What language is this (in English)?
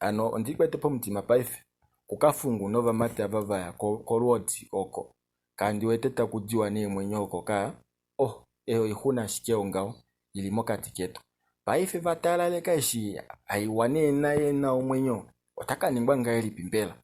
Kuanyama